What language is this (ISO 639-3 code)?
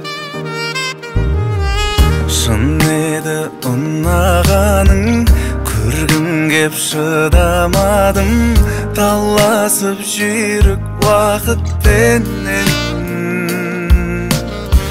kaz